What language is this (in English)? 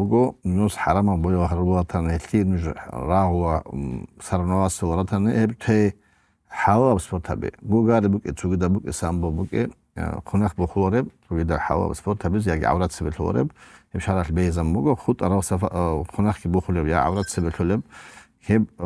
Avaric